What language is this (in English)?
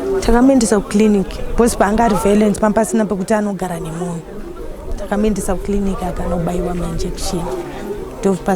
Shona